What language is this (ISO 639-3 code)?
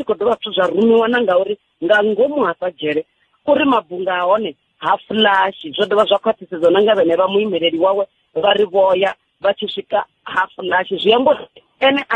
ven